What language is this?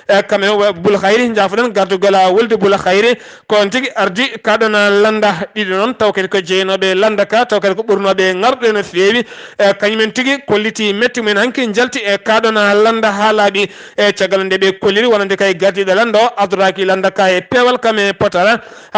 Fula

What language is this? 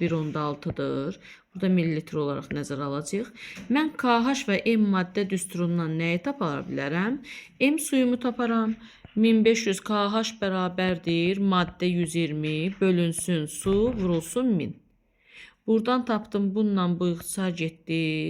Azerbaijani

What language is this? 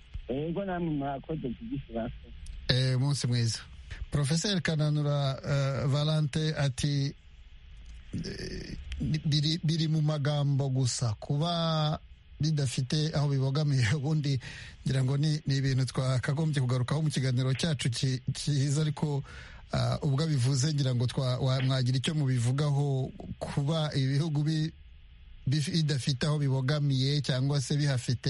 Kinyarwanda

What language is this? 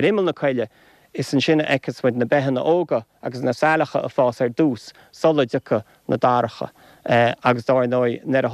Irish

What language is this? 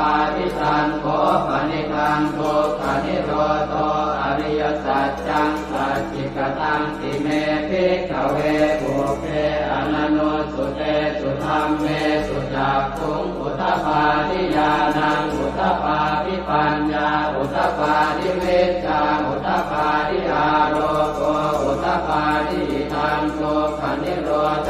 Pali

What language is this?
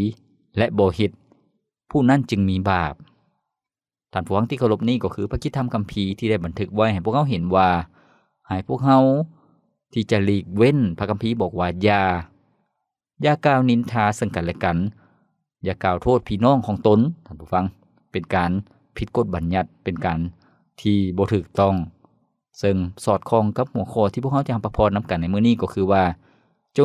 Lao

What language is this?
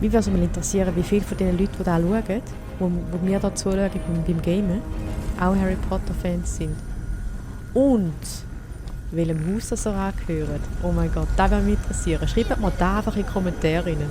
Swiss German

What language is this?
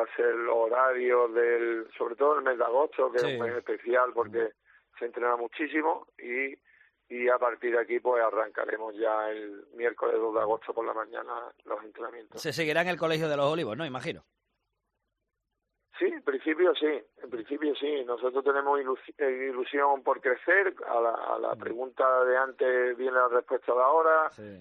Spanish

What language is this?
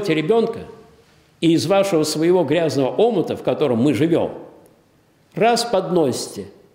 Russian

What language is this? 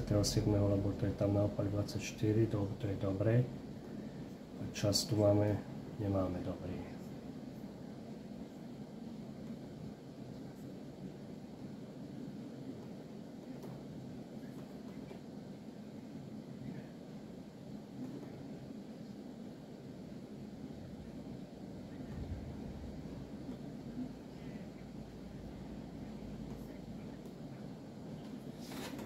Slovak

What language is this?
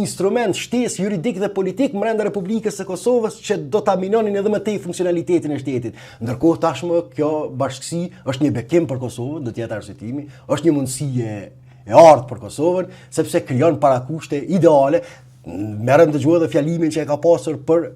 Albanian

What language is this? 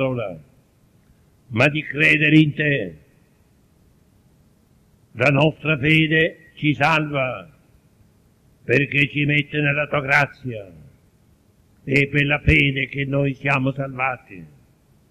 Italian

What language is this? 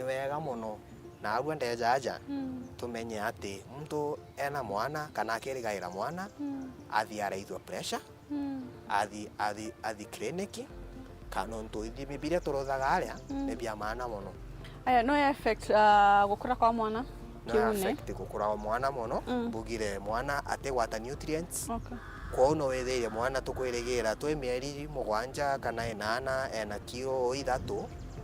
Meru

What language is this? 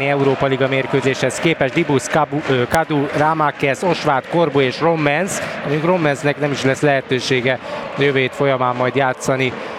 Hungarian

